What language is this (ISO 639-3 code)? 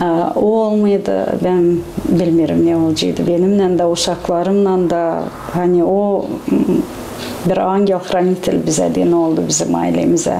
gag